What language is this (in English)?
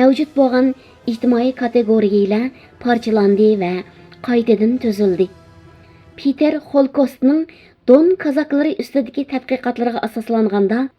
Uyghur